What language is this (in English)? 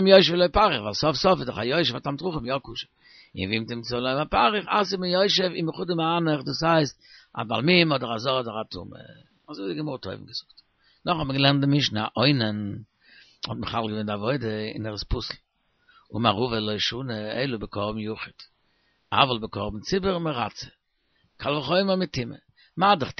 Yiddish